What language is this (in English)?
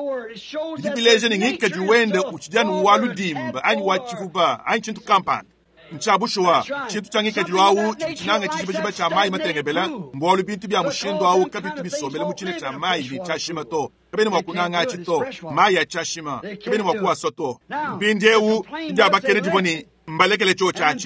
Luba-Lulua